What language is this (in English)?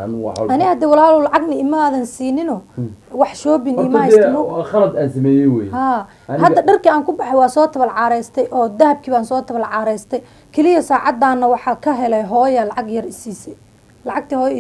Somali